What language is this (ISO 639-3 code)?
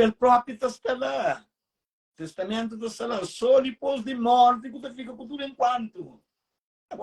kea